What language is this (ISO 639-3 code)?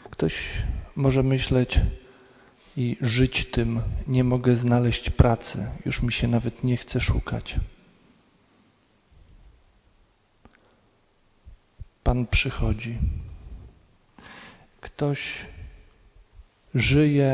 pol